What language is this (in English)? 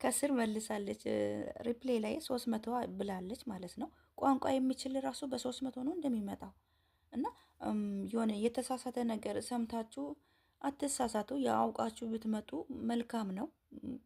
Amharic